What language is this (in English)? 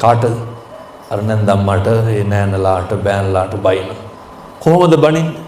Sinhala